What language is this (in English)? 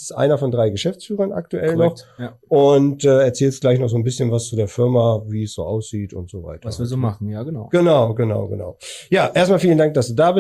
German